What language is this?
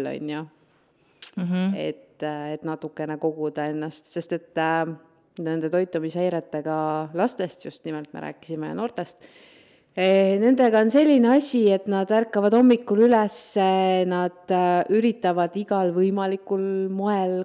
Estonian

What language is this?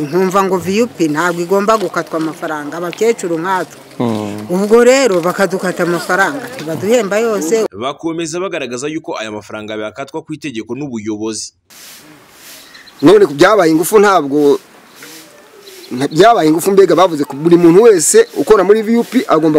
Kinyarwanda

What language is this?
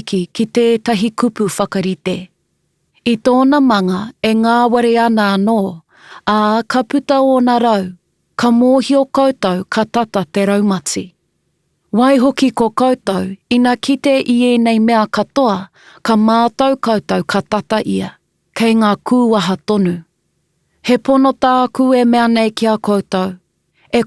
Māori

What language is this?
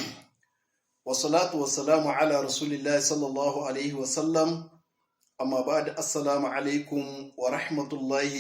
Hausa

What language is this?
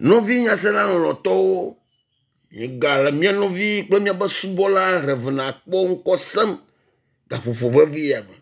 Ewe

